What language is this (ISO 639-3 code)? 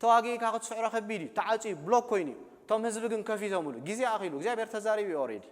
tir